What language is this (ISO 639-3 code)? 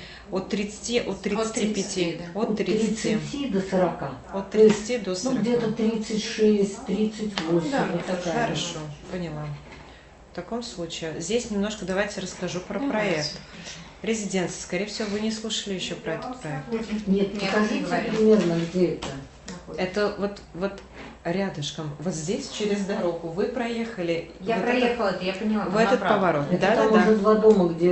rus